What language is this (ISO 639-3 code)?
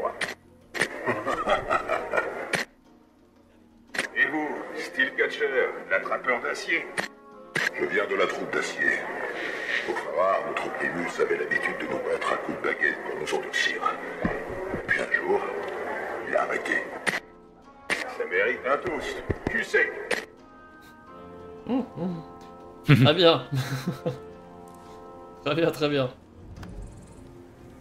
fra